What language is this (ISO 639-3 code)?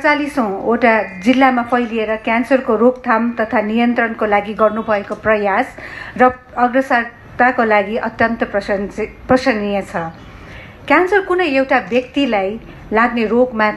nep